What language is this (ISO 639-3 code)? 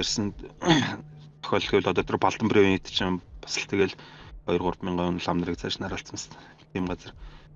mon